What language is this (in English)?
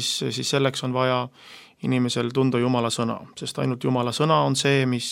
Estonian